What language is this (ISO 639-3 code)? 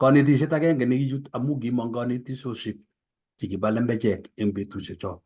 kln